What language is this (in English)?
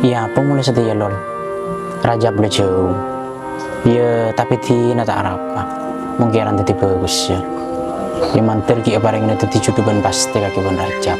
Madurese